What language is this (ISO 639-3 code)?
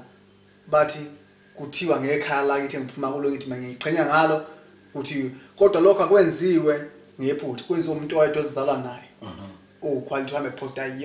zul